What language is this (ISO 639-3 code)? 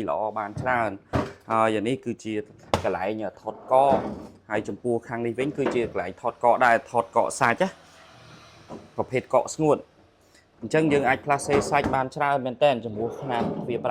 khm